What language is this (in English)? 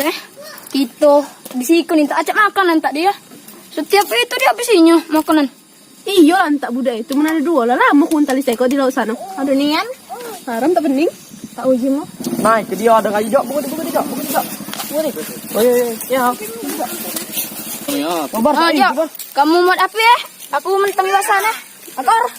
Musi